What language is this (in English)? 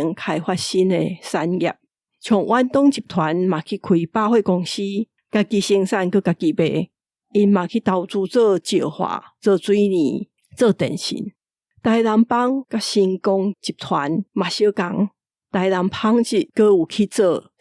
Min Nan Chinese